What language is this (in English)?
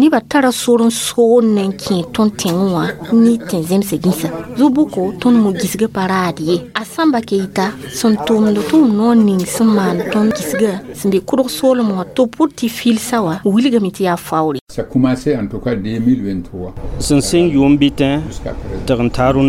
Mossi